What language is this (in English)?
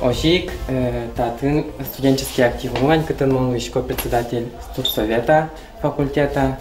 Udmurt